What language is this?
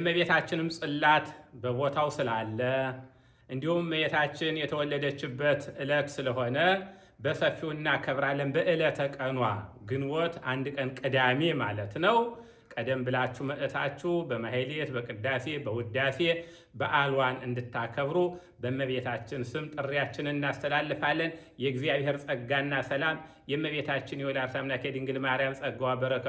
Amharic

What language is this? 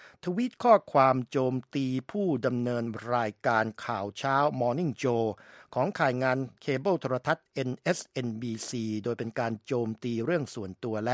Thai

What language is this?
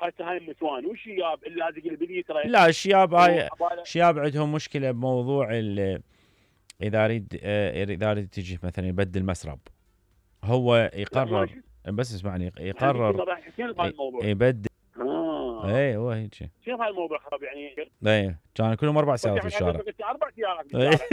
Mesopotamian Arabic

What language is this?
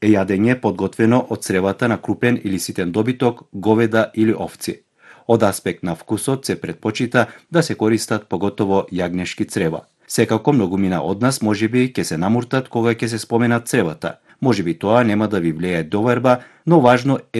Macedonian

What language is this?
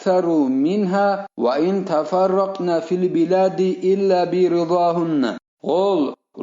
Avaric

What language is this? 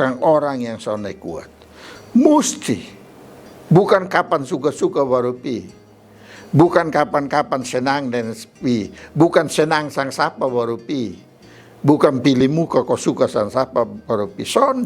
Kupang Malay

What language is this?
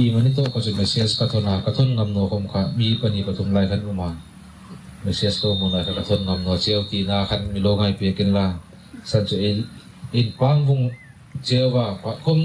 Hmar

